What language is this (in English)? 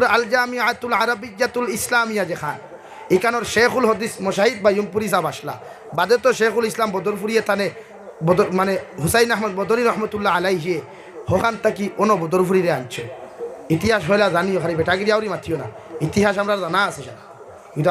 Sylheti